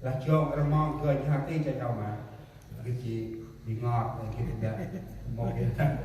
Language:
Central Mnong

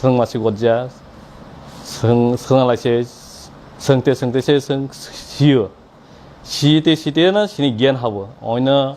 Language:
Kok Borok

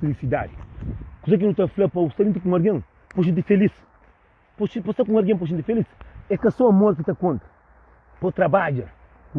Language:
Kabuverdianu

